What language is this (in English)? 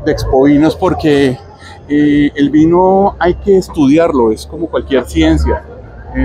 Spanish